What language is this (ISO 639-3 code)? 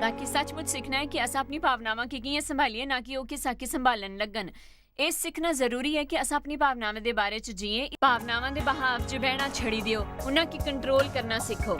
doi